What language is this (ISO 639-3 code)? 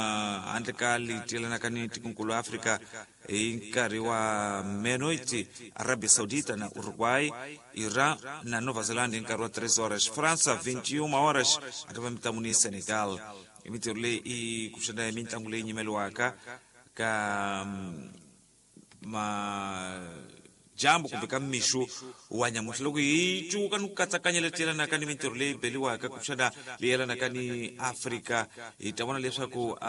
tso